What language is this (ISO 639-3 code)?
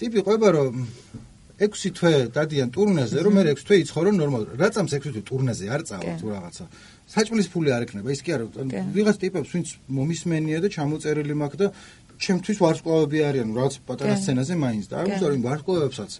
kat